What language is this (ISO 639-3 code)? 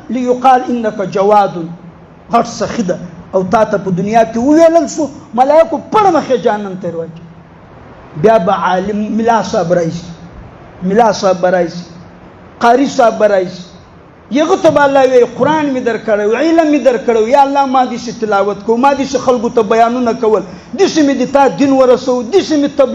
pus